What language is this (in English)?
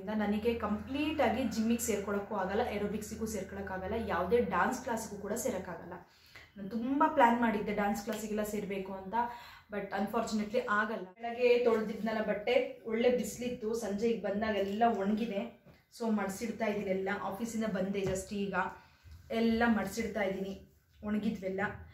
Kannada